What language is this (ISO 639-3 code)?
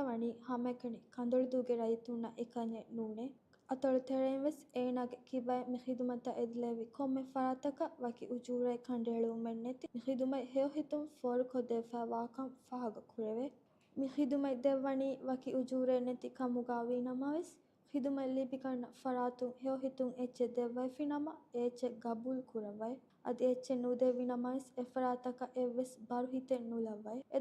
div